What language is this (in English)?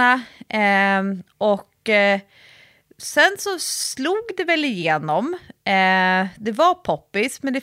Swedish